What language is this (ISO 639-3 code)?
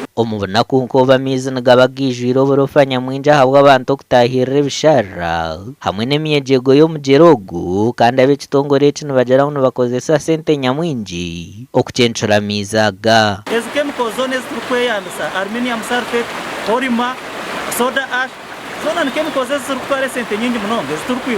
nyn